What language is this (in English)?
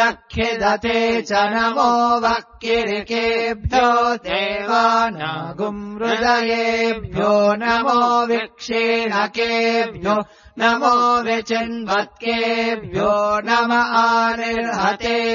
Sanskrit